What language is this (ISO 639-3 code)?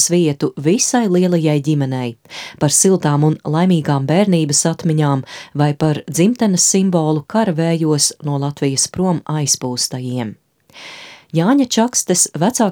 lav